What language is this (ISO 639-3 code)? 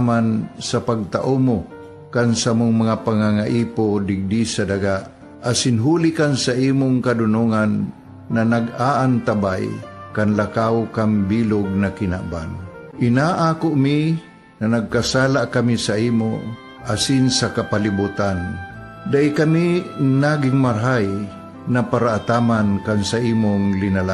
bik